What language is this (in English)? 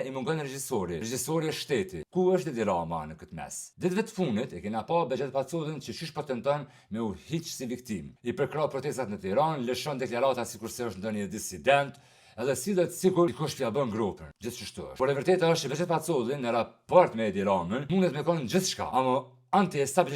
Albanian